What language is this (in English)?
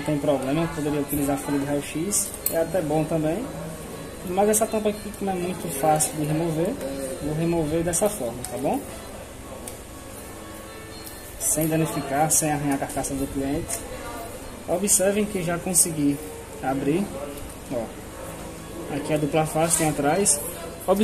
Portuguese